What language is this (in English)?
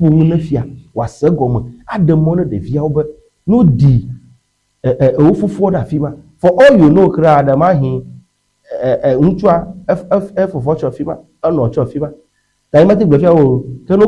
Ewe